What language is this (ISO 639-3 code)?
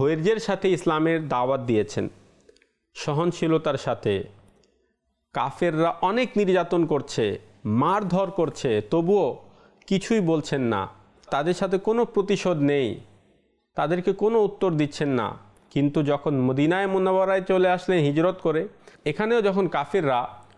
ben